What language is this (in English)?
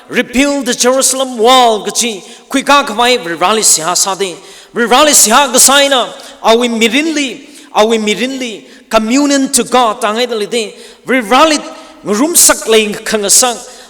Tangkhul Naga (India)